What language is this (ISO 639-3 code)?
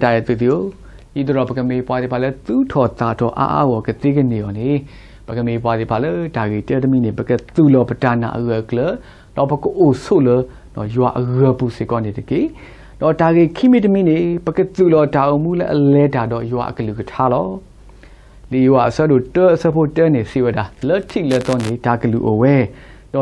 ksw